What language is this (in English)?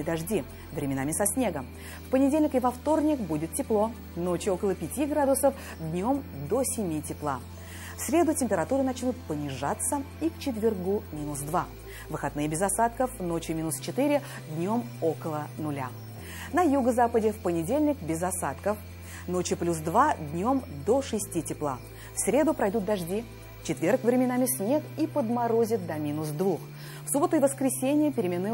Russian